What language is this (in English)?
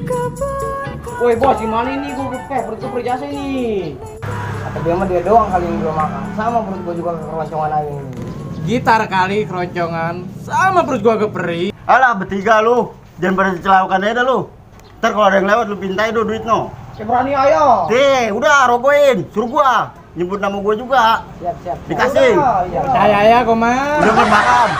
Betawi